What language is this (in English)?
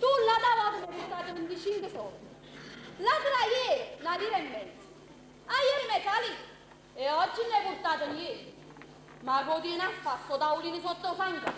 Neapolitan